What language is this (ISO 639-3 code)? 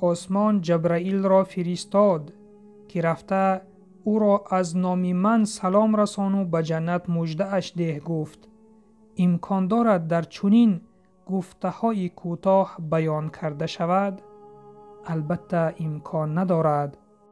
tgk